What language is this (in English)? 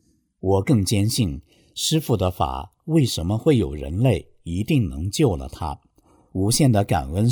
Chinese